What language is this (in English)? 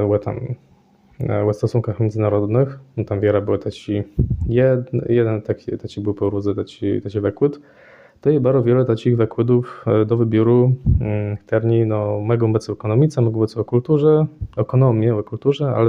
Kashubian